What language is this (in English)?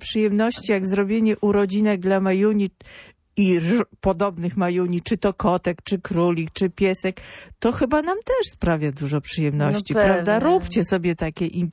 Polish